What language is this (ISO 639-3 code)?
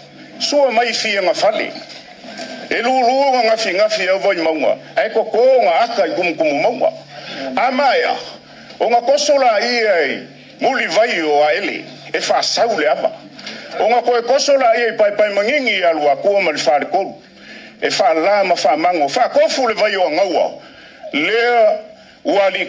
smo